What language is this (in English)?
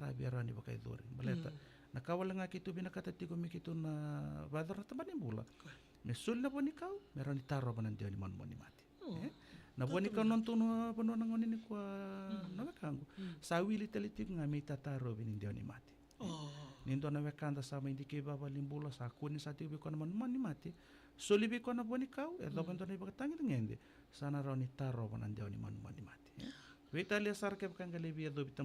Fijian